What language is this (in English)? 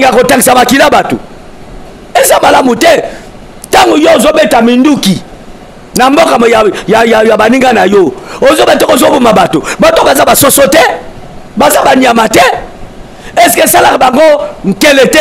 Lingala